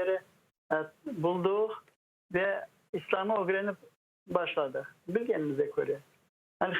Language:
Crimean Tatar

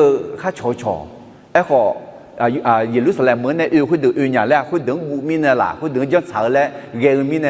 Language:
Akha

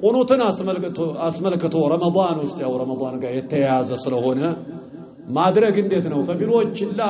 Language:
Amharic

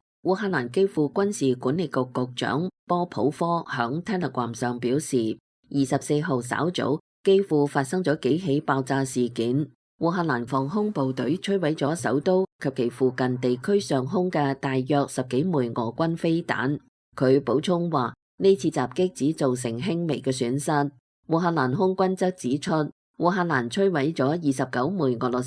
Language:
Cantonese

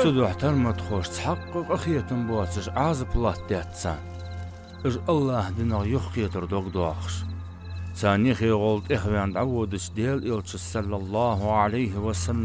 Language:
Ingush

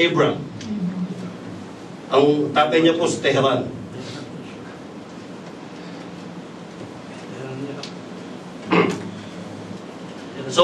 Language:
Filipino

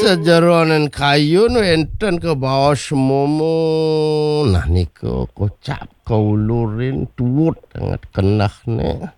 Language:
Balinese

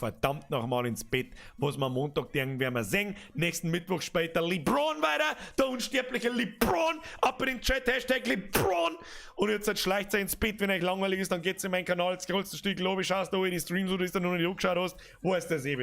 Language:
Bavarian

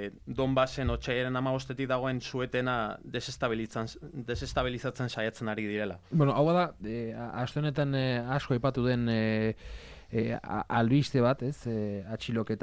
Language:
Basque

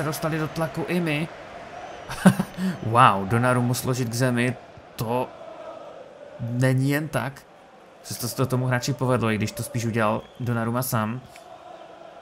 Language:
Czech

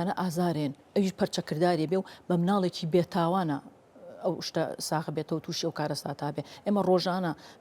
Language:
Central Kurdish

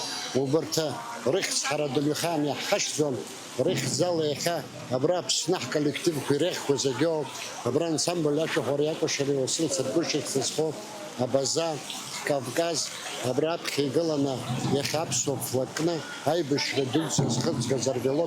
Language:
Abkhazian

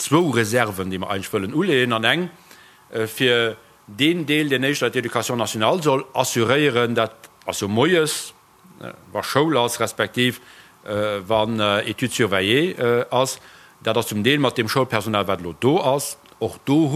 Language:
Luxembourgish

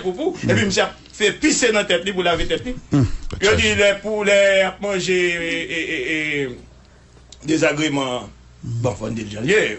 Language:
Haitian Creole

